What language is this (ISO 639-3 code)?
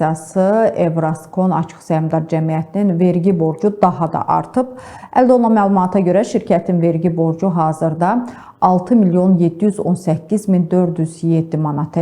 aze